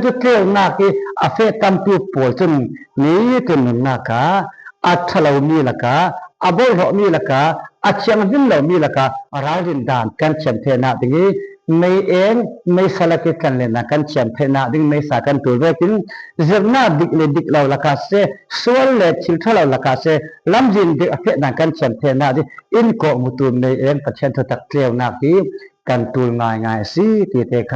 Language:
Falam Chin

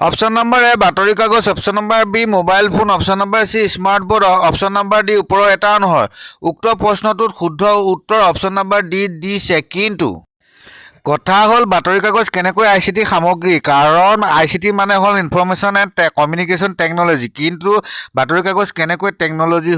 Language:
Assamese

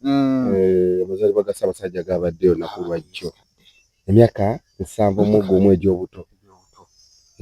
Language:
Ganda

